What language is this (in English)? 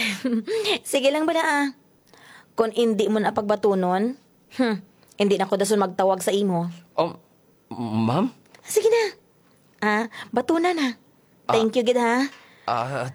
Hiligaynon